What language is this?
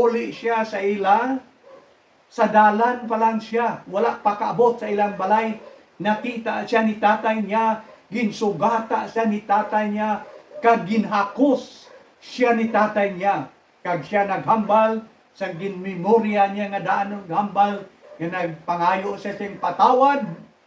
Hiligaynon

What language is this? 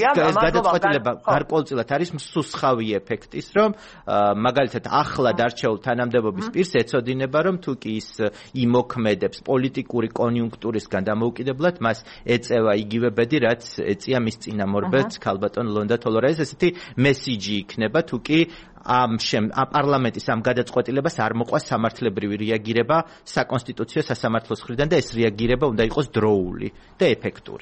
Georgian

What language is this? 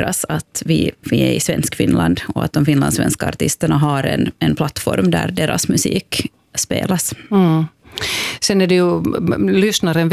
Swedish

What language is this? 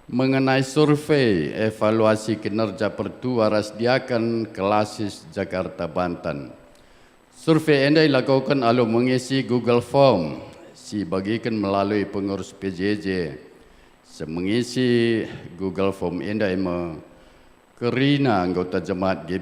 Batak Karo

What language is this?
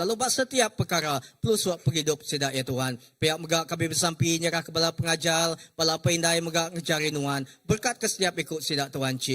Iban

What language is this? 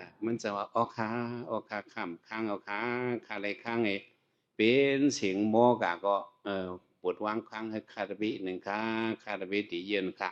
Shan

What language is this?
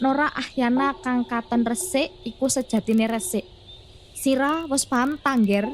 Javanese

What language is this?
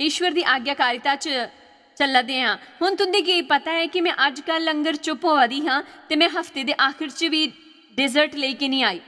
Dogri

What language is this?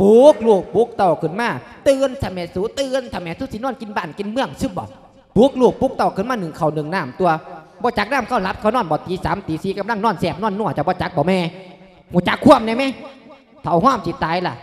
Lao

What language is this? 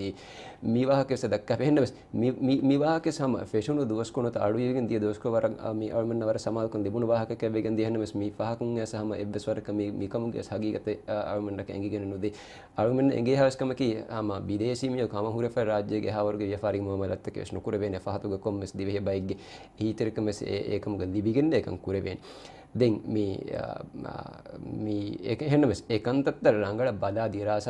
Divehi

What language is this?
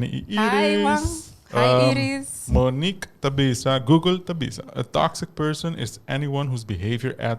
Papiamento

